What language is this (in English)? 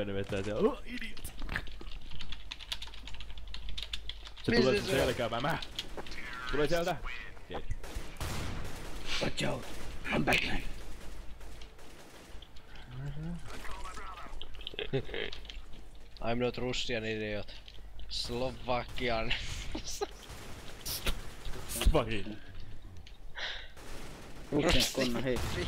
Finnish